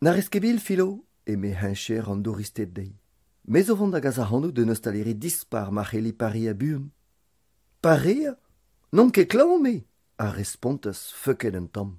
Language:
Breton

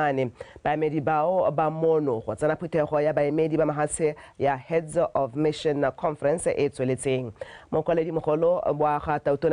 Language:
Tswana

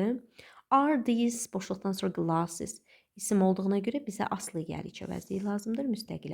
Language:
Azerbaijani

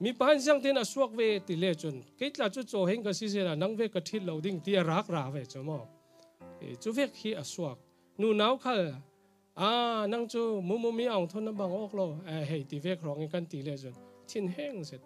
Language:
Falam Chin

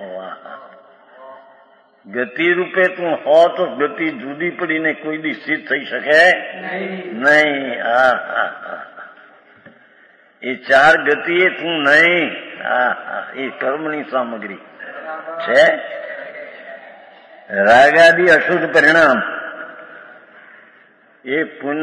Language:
Gujarati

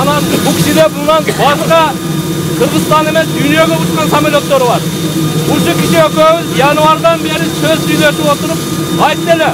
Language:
Kyrgyz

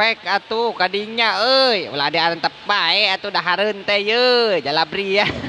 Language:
Sundanese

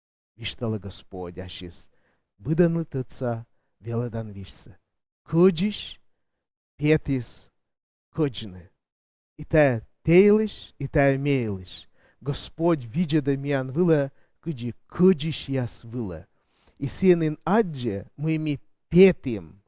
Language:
Komi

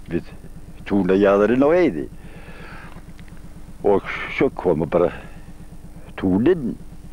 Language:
Icelandic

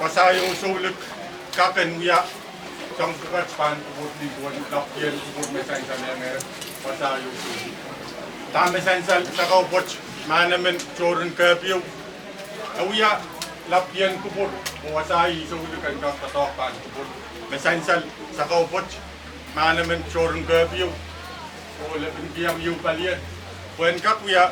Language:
Pohnpeian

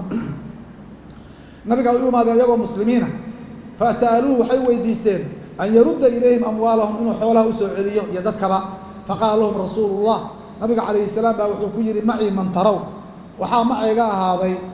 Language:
Somali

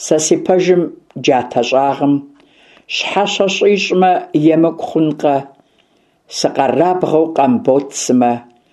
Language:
Kabardian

